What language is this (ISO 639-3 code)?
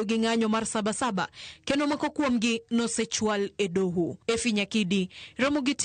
luo